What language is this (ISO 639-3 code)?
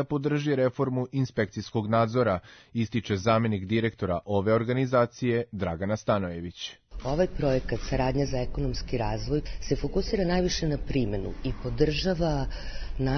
srp